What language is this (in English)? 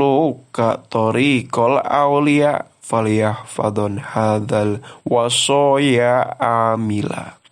Sundanese